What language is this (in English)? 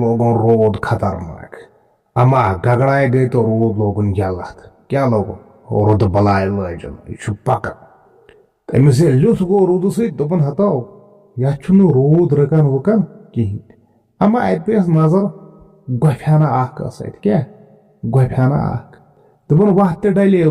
Kashmiri